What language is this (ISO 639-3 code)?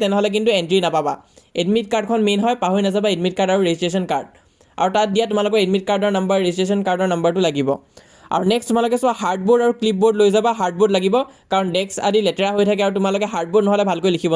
asm